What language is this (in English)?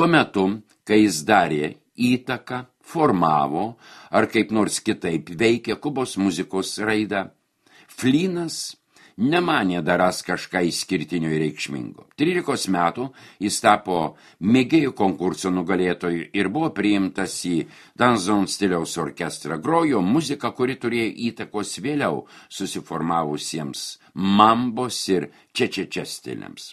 Lithuanian